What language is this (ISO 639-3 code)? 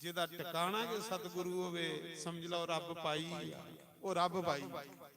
doi